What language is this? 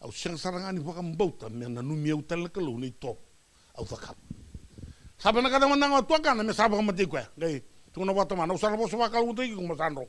Fijian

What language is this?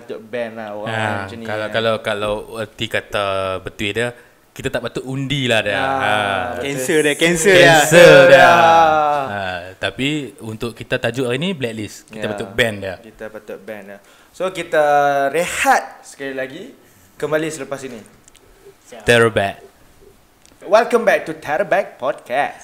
Malay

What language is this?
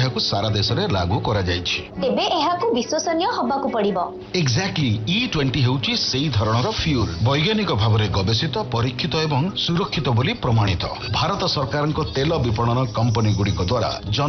Odia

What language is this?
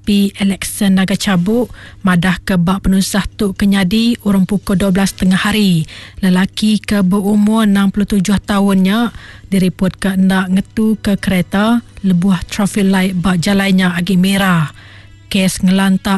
Iban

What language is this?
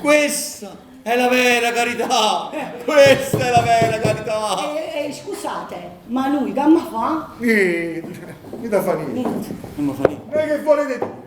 Neapolitan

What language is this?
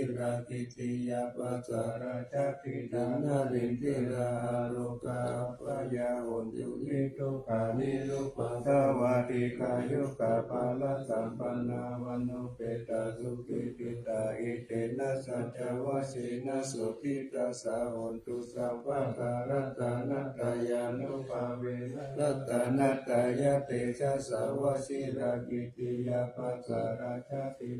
Pali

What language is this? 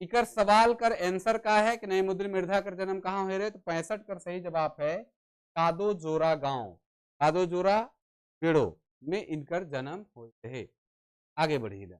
Sadri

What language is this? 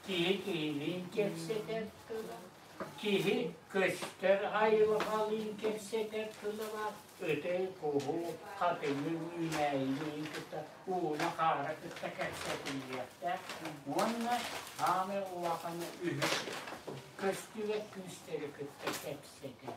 Yakut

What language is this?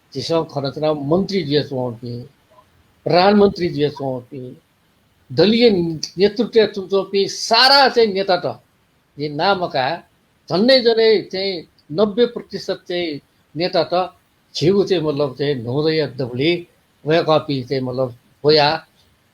Newari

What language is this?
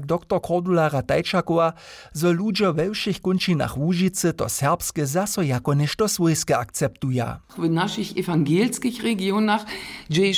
Upper Sorbian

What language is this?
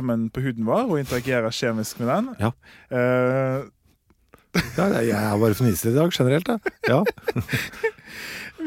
Norwegian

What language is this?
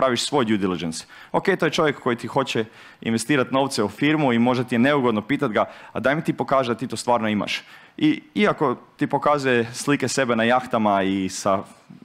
Croatian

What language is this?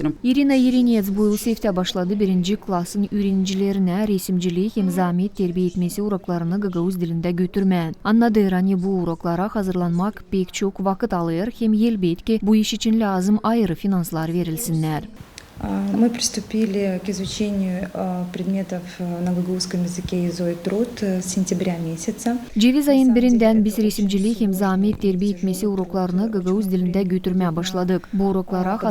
Gagauz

